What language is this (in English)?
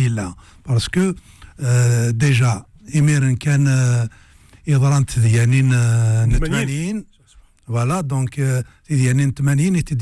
Kabyle